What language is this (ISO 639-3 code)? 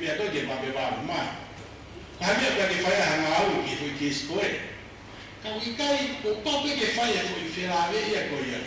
ton